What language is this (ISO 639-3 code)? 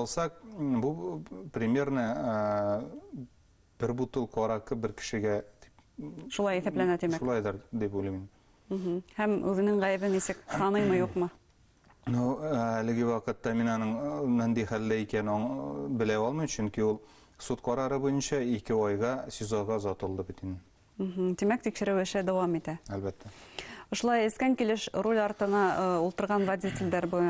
bak